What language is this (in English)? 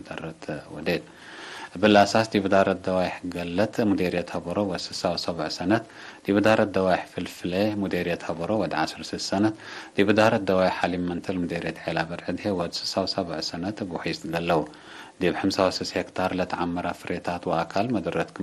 Tigre